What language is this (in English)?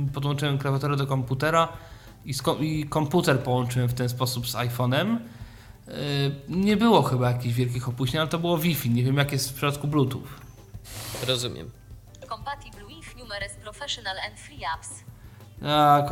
Polish